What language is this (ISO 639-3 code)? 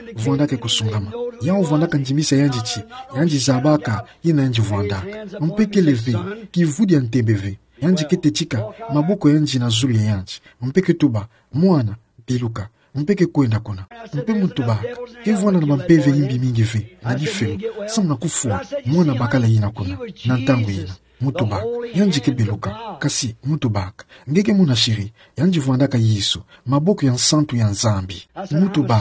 ktu